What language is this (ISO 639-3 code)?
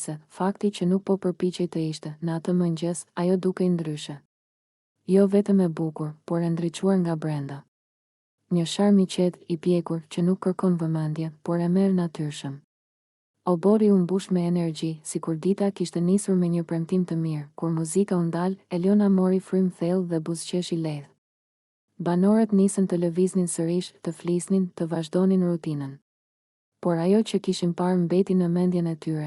sqi